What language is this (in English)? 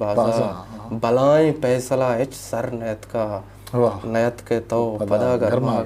Eastern Balochi